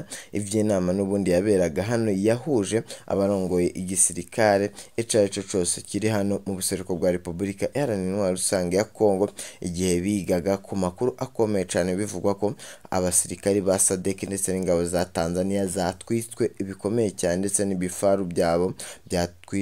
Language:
Rundi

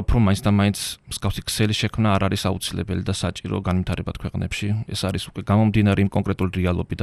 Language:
Georgian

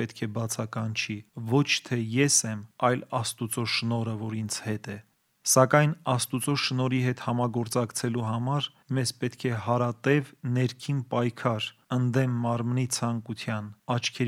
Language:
Armenian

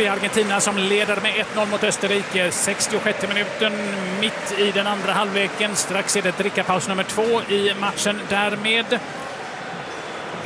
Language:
Swedish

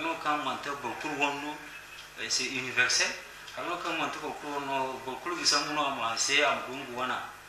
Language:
Zarma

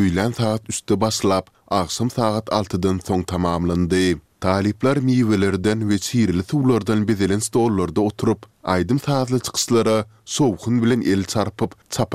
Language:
Turkmen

